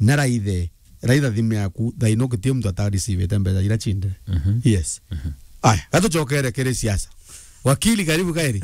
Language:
Meru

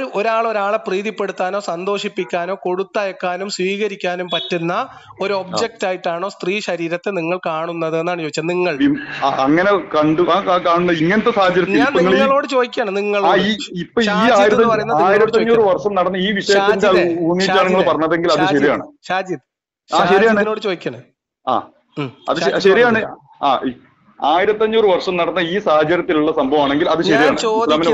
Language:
Malayalam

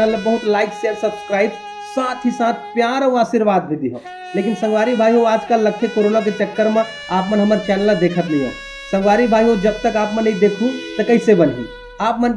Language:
Chhattisgarhi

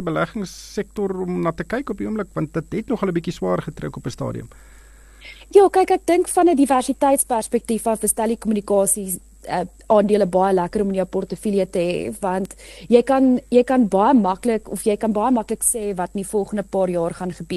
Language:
Afrikaans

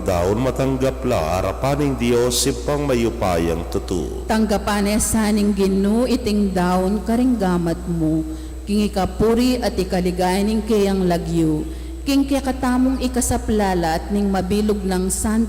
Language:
Pampanga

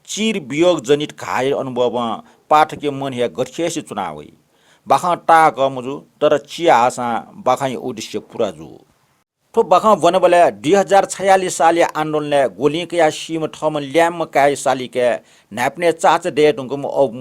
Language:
Newari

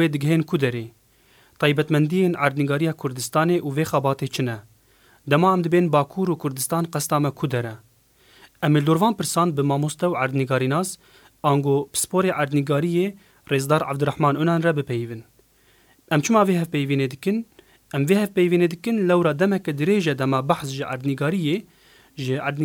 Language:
Kurdish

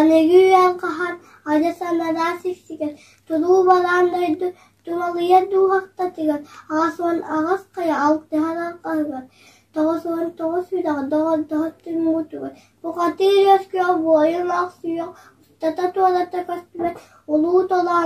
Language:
Yakut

